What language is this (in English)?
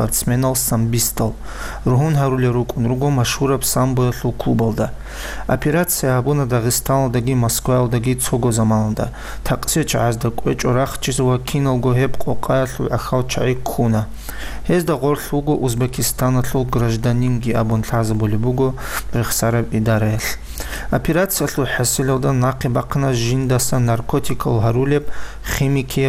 Avaric